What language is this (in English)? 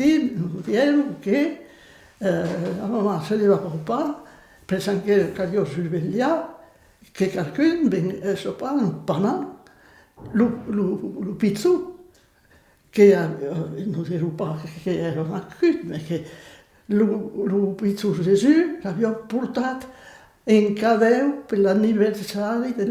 Occitan